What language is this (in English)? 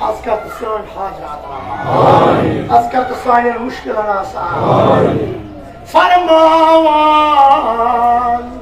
Kashmiri